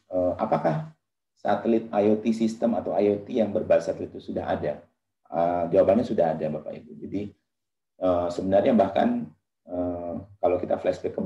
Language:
Indonesian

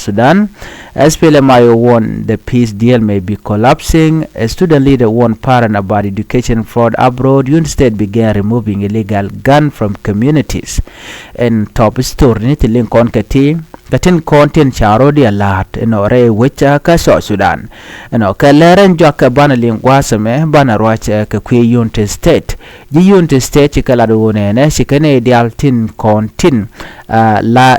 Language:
Nuer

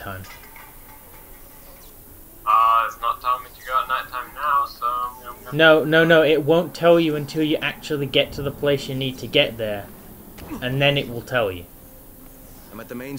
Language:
English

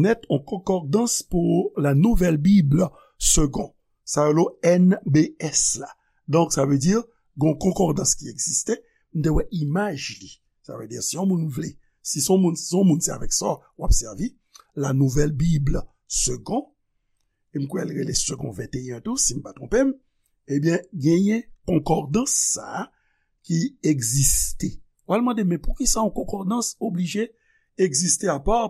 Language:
Haitian Creole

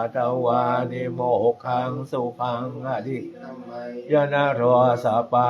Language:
Pali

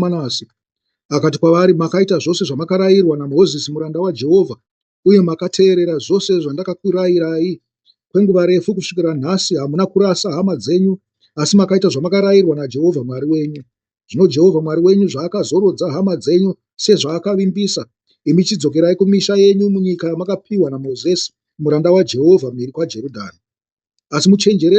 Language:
Shona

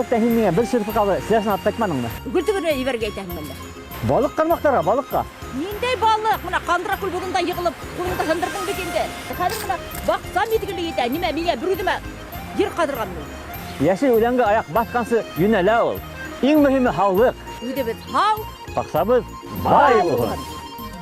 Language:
Bashkir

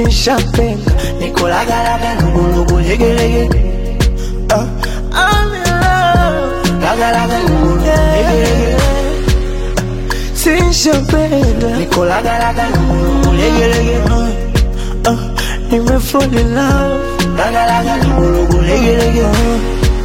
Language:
Swahili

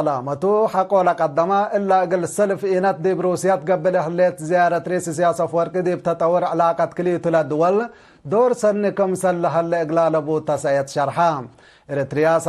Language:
Tigre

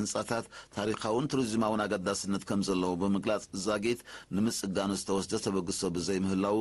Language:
Tigrinya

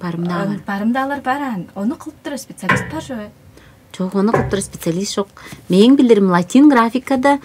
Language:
Tuvinian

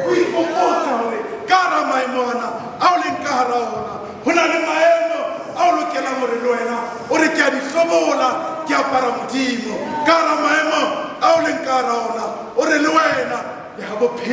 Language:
Southern Sotho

